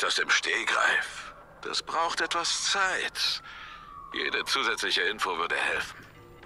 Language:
German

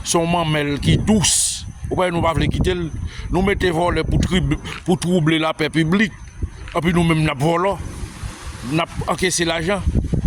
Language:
Haitian Creole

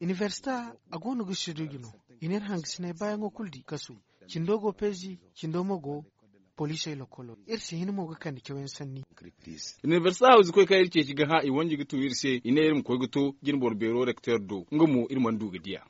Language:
Zarma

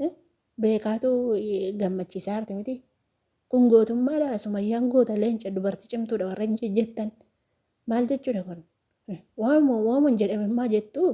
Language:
Oromo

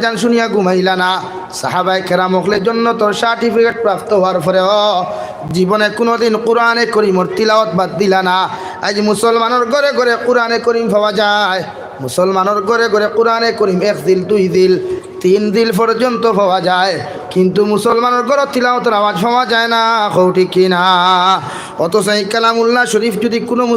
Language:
Sylheti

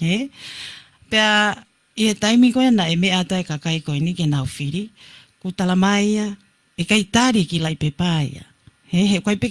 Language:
Tongan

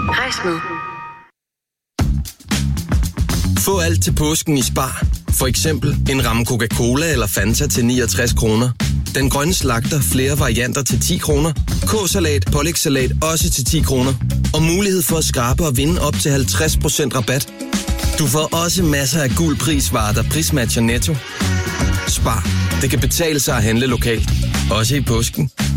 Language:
Danish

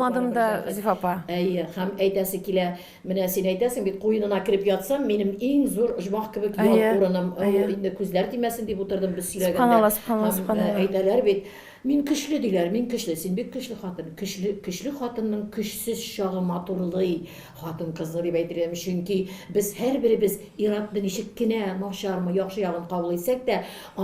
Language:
Tatar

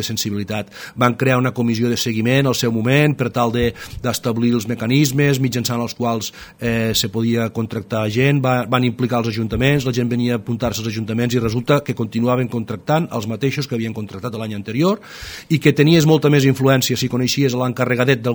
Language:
Catalan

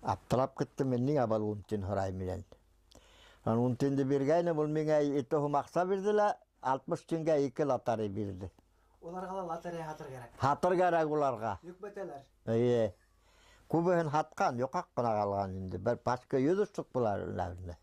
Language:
Bashkir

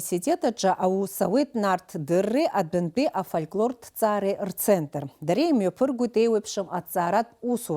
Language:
Abkhazian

